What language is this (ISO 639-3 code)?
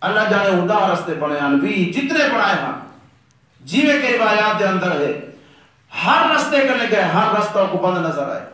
skr